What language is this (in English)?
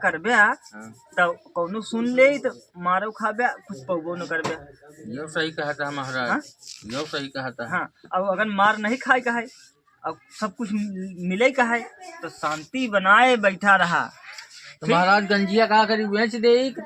Awadhi